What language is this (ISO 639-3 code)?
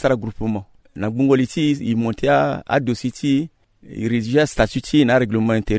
sag